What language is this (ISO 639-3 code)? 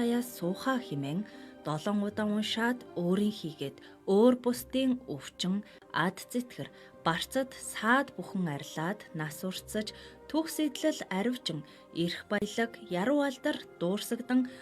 mon